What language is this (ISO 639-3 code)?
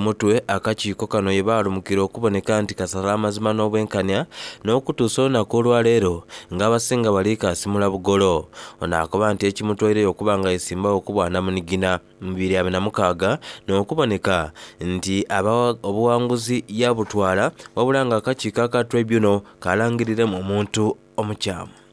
xog